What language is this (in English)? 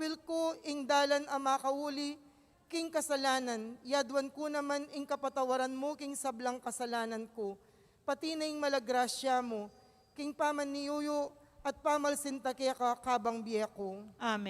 Pampanga